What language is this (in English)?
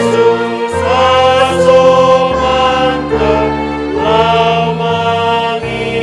Batak Simalungun